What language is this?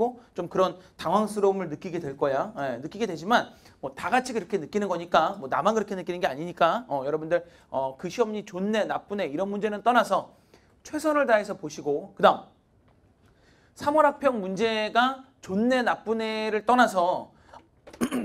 Korean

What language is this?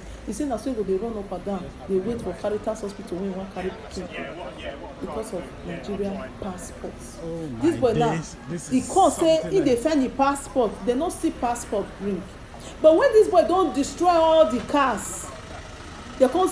Nigerian Pidgin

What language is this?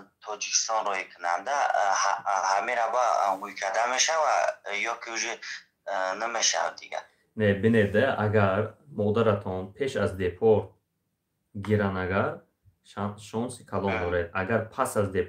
Tajik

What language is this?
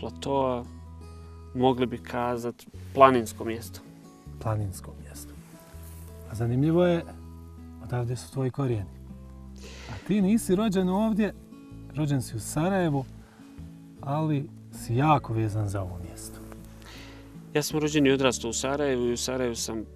Bosnian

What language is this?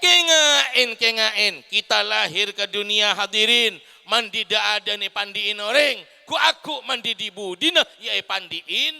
Madurese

